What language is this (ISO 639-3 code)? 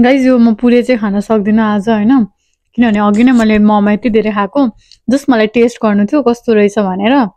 nep